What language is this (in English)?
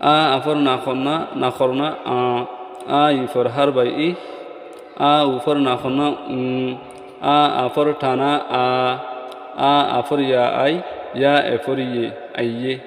Rohingya